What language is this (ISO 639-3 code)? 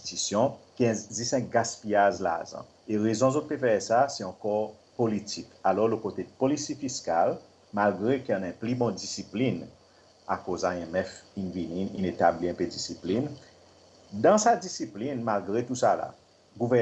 crs